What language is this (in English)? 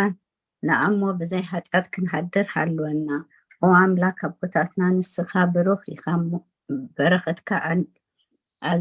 Tigrinya